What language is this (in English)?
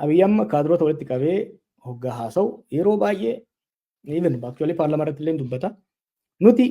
Oromo